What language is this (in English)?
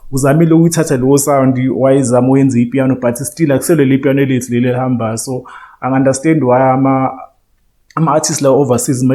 Zulu